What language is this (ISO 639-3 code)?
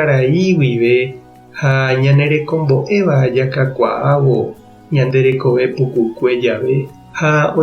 grn